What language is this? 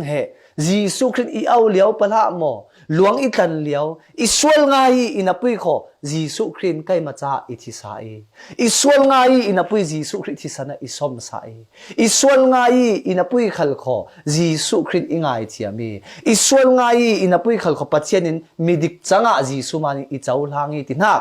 Falam Chin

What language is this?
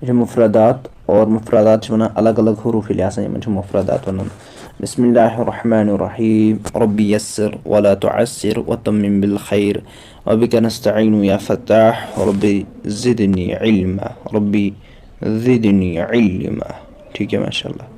Kashmiri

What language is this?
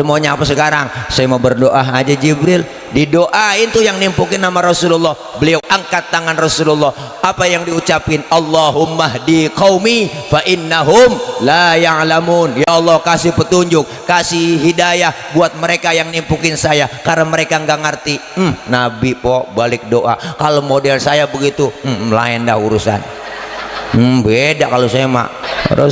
Betawi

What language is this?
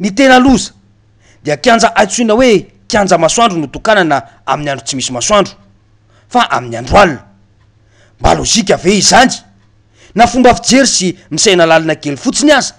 Malagasy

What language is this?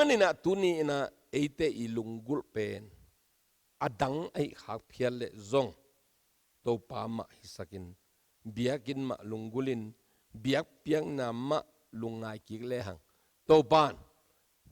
Tedim Chin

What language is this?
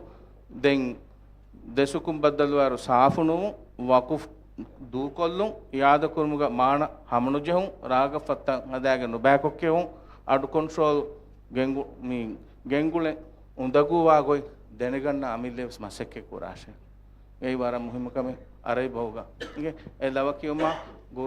Divehi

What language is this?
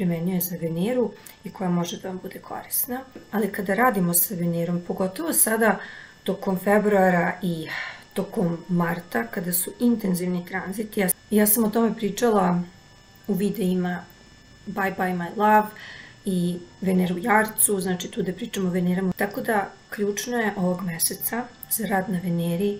Serbian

